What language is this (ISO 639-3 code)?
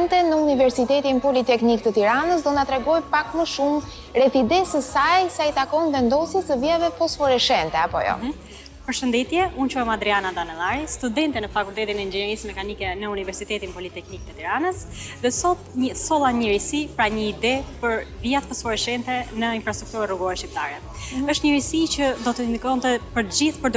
sqi